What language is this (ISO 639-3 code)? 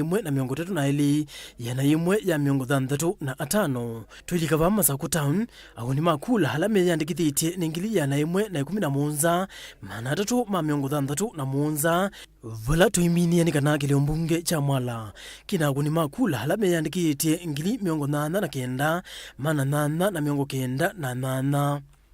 kam